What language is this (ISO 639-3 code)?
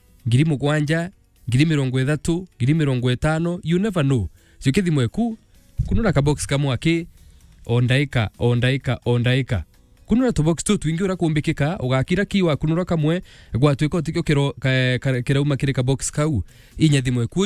mer